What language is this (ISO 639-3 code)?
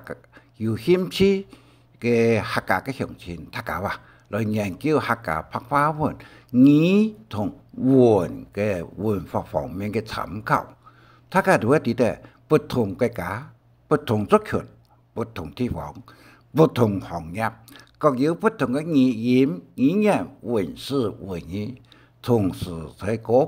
hak